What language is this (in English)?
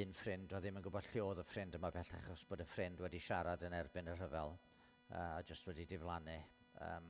Welsh